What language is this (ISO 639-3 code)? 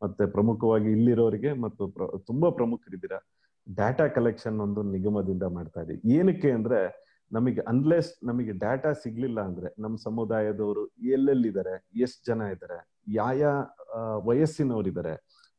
kan